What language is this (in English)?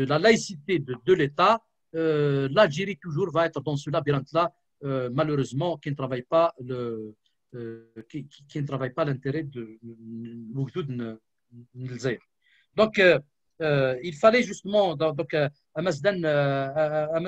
French